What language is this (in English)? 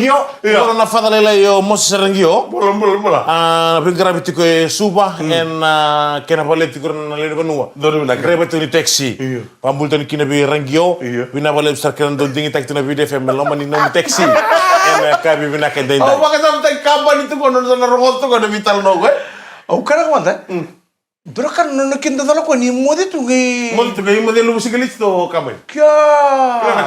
Fijian